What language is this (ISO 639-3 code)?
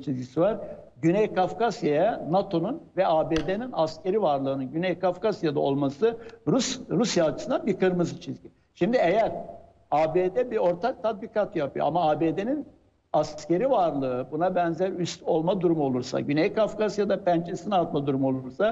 tur